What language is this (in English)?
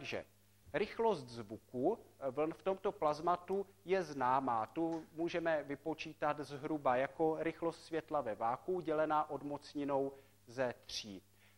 Czech